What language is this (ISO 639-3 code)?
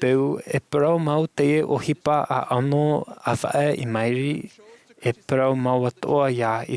tah